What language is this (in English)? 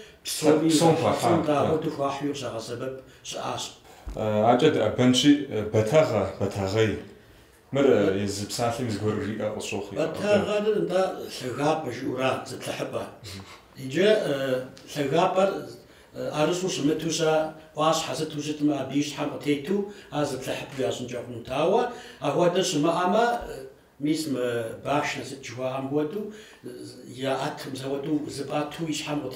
Kabardian